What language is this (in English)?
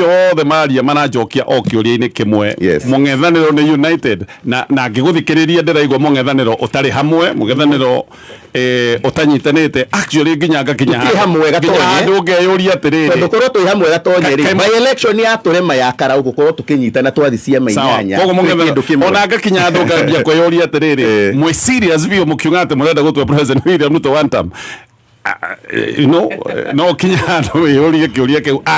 Kikuyu